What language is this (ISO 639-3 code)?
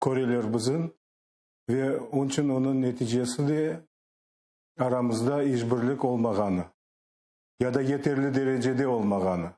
crh